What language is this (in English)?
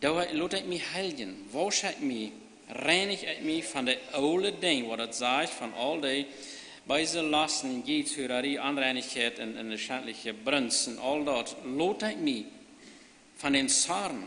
Plautdietsch